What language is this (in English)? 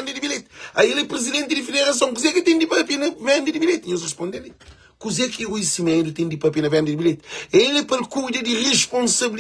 Kabuverdianu